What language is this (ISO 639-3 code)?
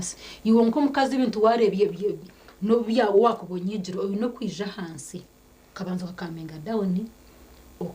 nyn